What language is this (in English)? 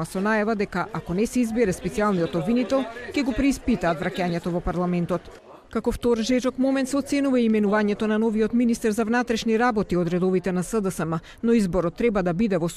Macedonian